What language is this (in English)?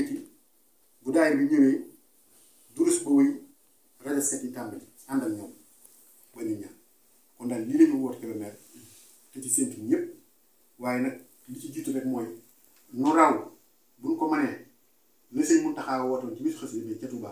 Wolof